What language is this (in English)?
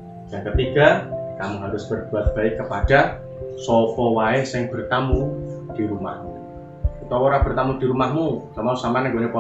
Javanese